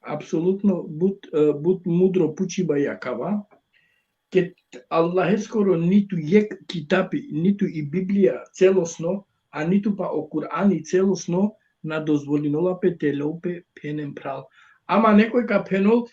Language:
Balkan Romani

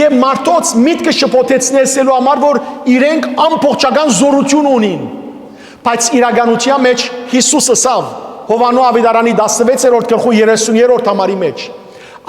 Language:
Western Armenian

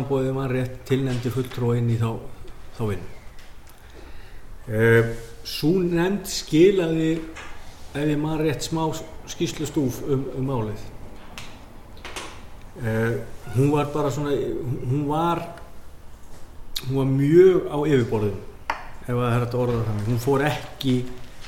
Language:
Icelandic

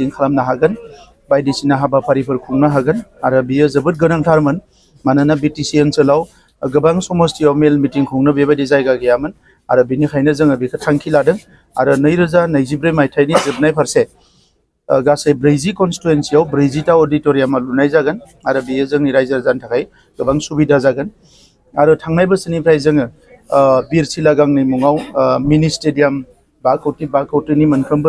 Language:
Bodo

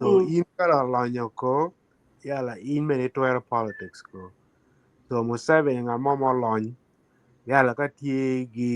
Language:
Acoli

